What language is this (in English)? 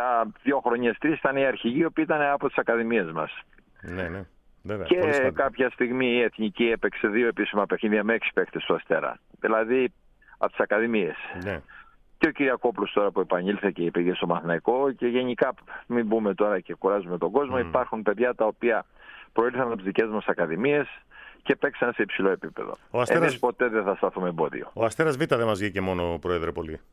Greek